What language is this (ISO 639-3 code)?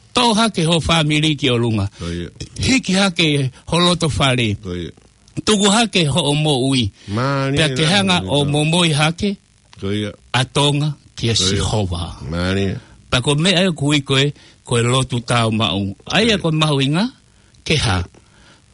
ton